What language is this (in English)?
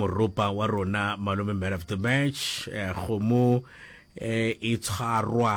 Northern Sotho